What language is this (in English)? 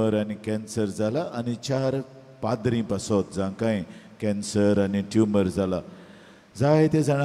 Konkani